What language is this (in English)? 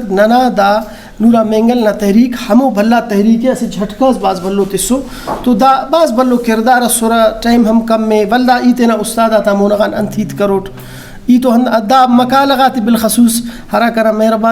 Brahui